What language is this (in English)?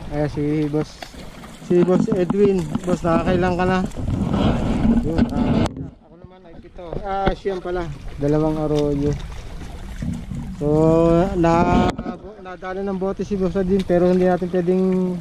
Filipino